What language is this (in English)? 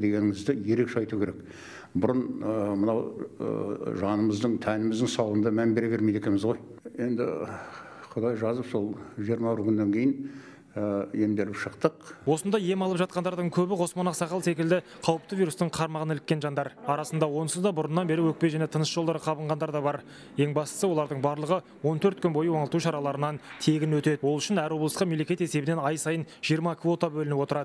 Kazakh